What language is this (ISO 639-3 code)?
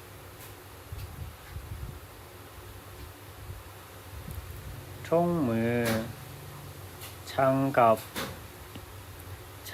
lao